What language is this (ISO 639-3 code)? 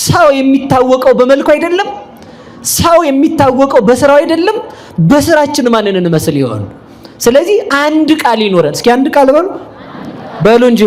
amh